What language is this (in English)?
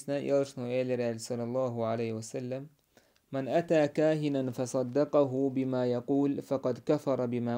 Chechen